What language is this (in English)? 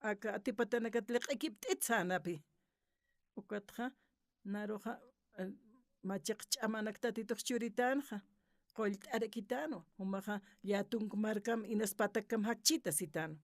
Aymara